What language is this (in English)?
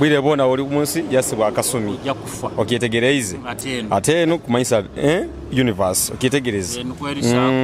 Nyoro